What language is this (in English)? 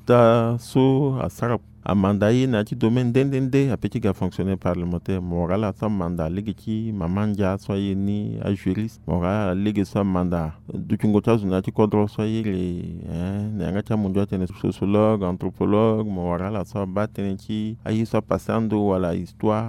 Sango